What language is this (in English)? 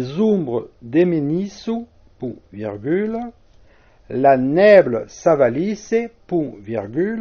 Occitan